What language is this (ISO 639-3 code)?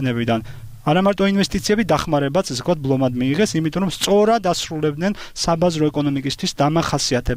kat